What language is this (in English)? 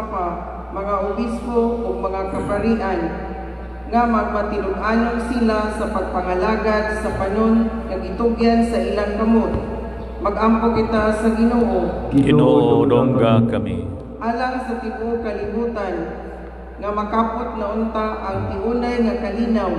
Cebuano